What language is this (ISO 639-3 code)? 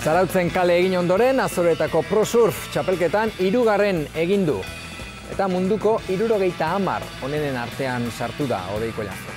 eus